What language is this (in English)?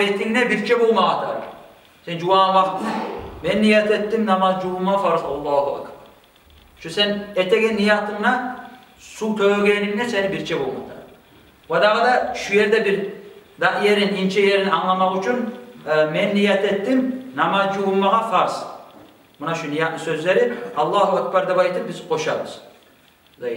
Kumyk